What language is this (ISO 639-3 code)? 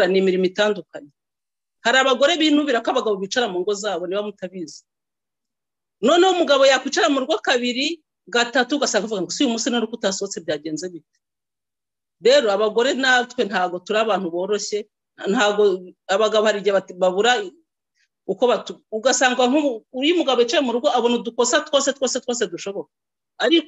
kin